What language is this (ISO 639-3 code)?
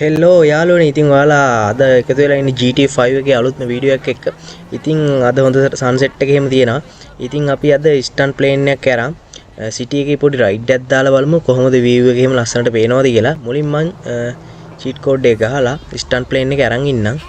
sin